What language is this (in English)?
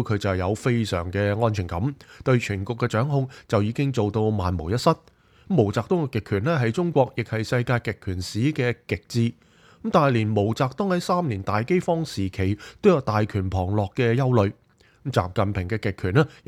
Cantonese